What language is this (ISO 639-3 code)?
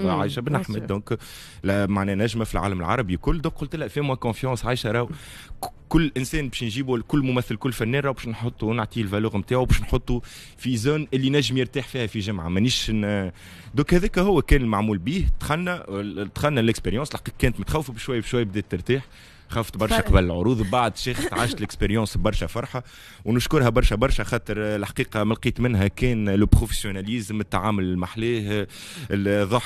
aeb